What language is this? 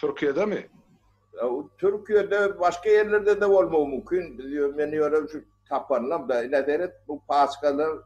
Turkmen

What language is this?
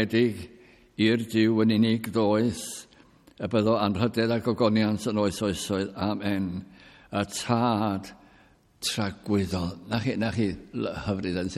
Welsh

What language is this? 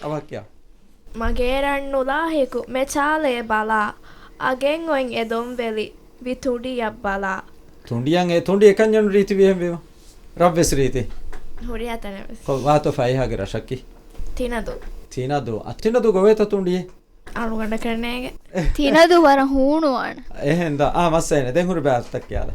Divehi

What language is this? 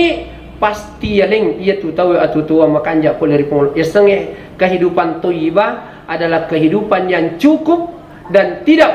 Buginese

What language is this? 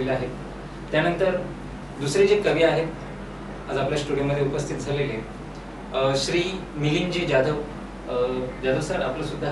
Marathi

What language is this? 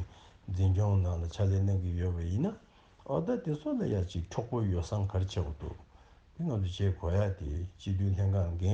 Tibetan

